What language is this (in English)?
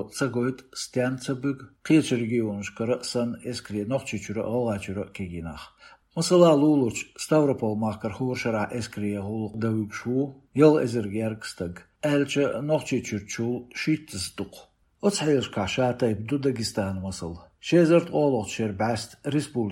Chechen